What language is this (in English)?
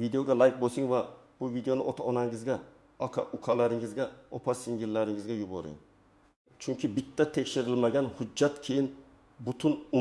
Uzbek